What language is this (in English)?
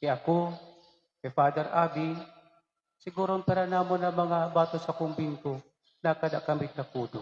Waray